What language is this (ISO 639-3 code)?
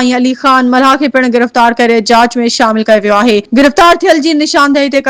snd